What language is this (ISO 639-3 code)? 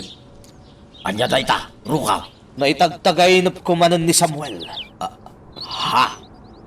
ilo